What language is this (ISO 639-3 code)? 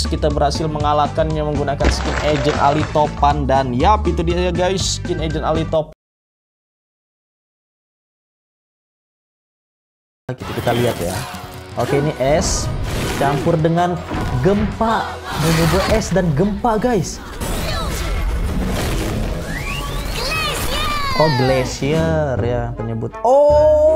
ind